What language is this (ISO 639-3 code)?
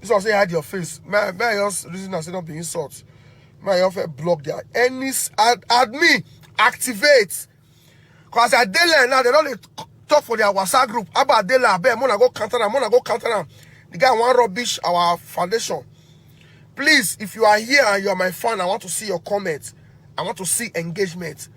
pcm